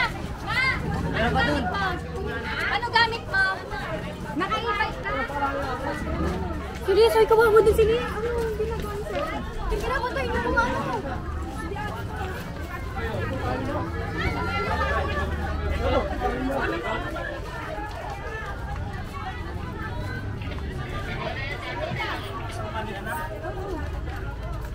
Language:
Filipino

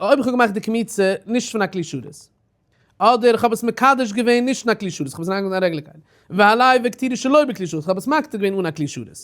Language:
Yiddish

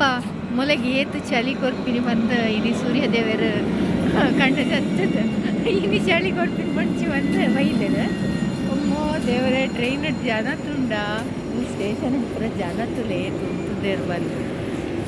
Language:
Tulu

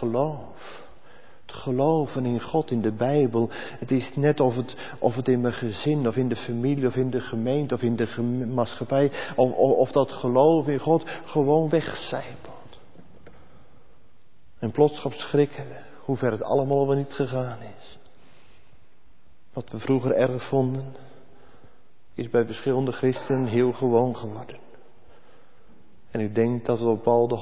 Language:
Dutch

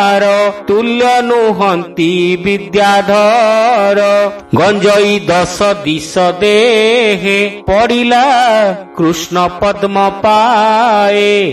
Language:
Odia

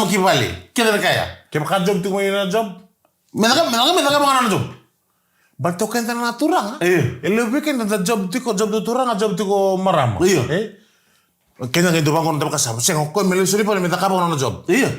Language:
Fijian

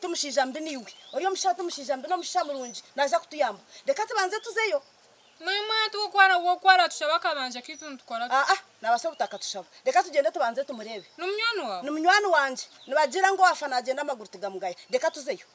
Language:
Nyankole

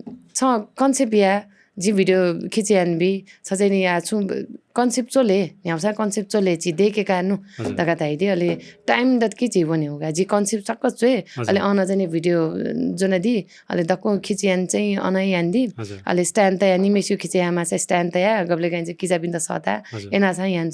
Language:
Newari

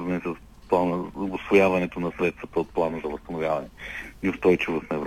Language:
Bulgarian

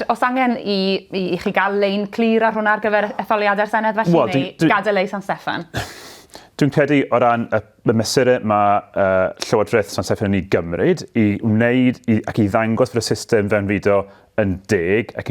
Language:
Welsh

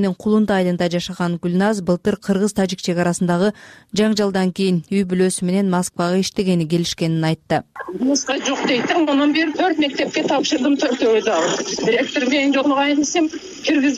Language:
Kyrgyz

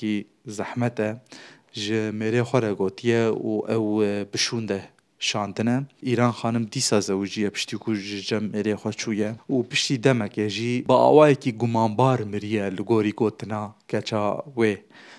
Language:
Kurdish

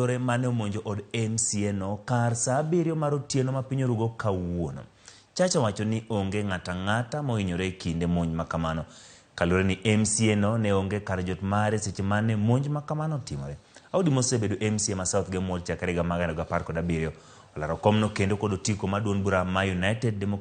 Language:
Luo (Kenya and Tanzania)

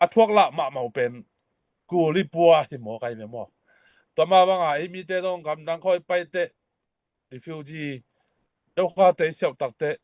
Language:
Tedim Chin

